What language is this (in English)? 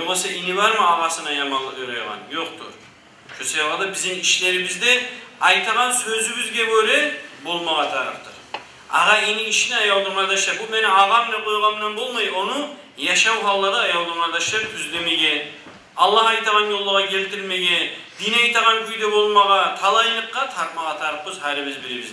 Kumyk